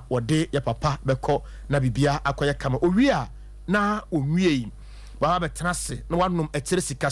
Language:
Akan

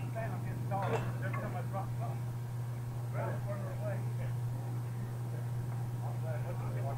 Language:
English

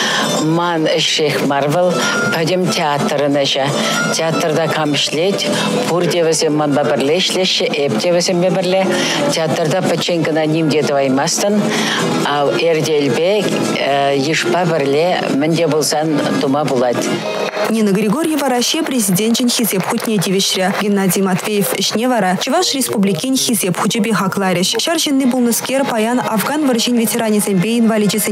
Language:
Chuvash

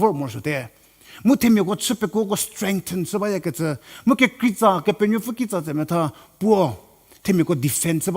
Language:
Angami Naga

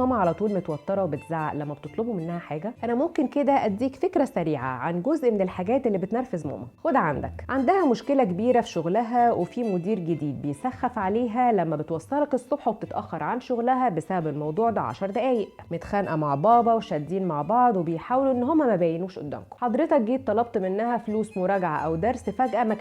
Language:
Egyptian Arabic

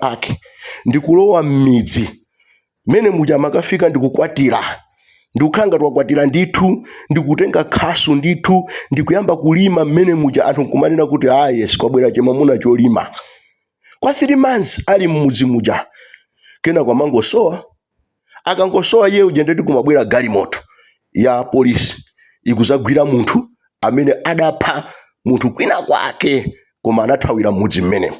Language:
Nyanja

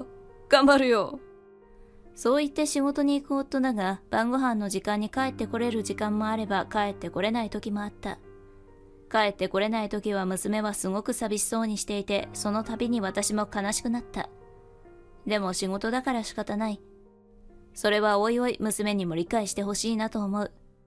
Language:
Japanese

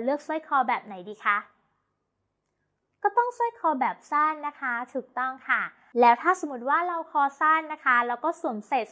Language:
Thai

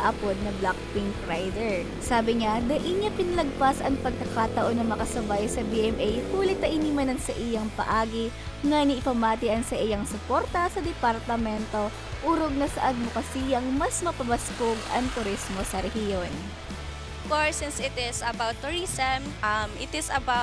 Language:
Bikol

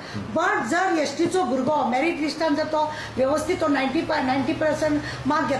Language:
Konkani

